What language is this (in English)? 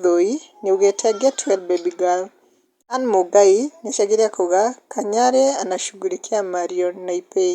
Kikuyu